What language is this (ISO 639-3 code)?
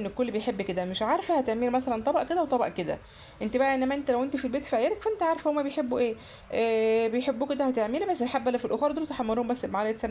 arz